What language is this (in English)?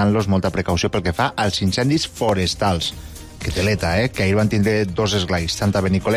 Catalan